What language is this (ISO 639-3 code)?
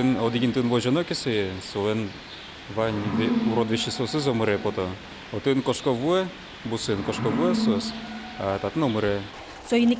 udm